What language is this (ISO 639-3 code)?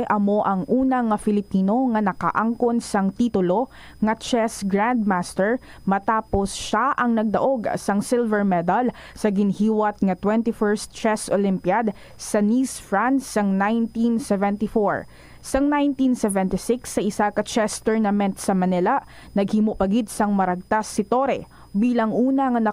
hil